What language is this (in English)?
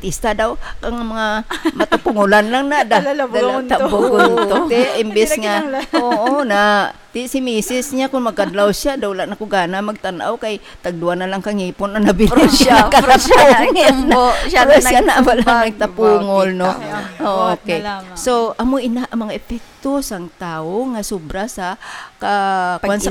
Hiligaynon